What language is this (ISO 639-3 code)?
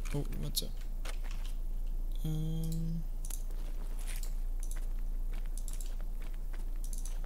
deu